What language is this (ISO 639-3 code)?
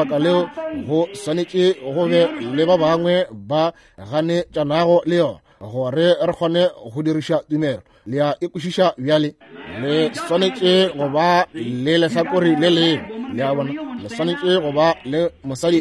nso